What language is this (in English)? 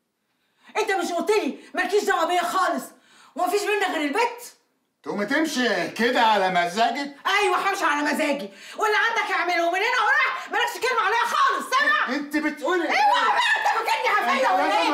Egyptian Arabic